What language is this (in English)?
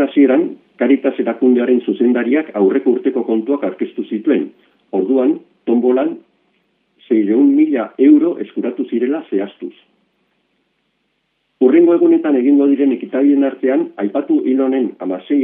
Basque